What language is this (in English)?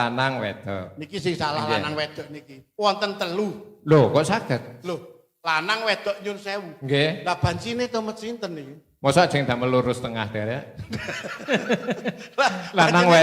Javanese